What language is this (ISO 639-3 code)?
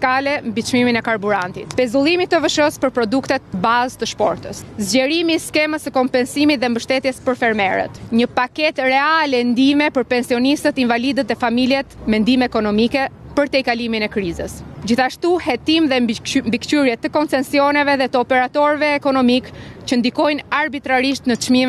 sqi